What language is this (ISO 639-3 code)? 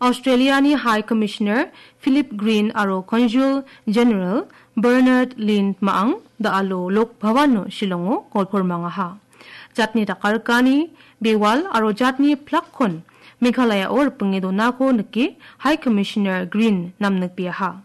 grt